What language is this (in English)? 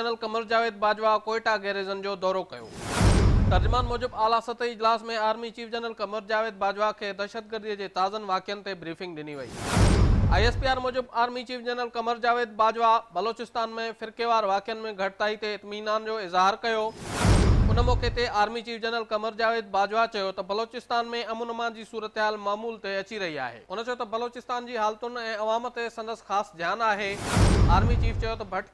Sindhi